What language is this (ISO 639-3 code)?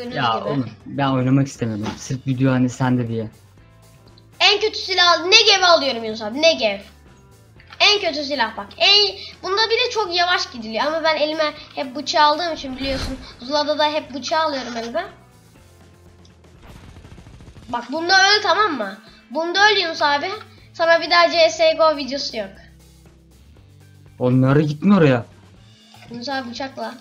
tur